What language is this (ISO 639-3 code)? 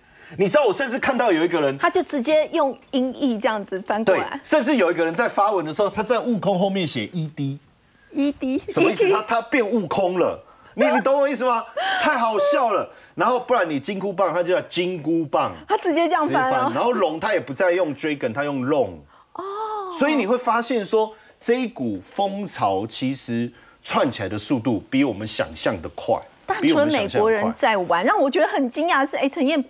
zho